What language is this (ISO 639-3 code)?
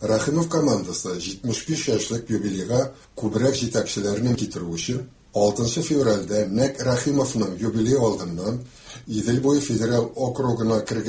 tat